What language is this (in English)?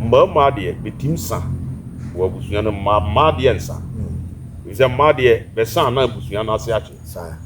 Akan